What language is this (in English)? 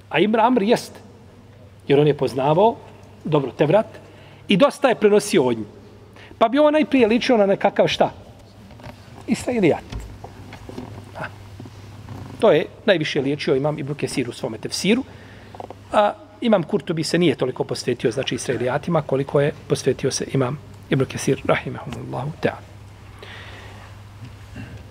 Bosnian